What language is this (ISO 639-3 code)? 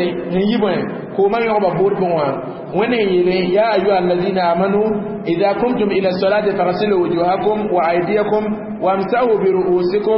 mos